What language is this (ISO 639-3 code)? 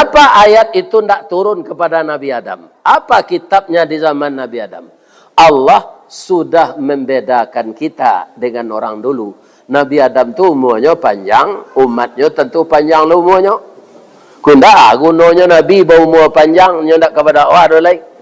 min